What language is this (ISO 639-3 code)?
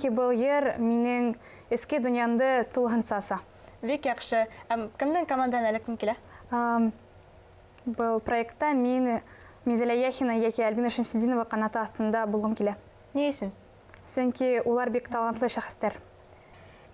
bak